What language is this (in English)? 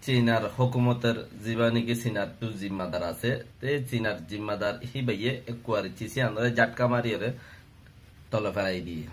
Rohingya